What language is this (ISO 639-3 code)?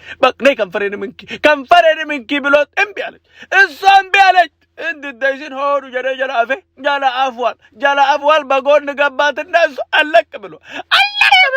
amh